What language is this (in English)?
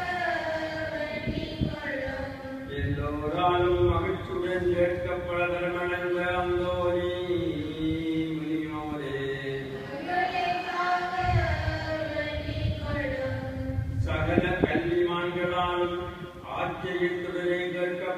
Tamil